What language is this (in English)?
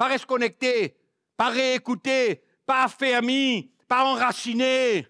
Morisyen